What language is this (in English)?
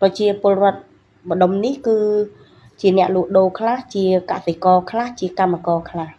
Khmer